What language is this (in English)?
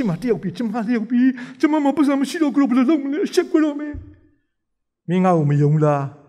Burmese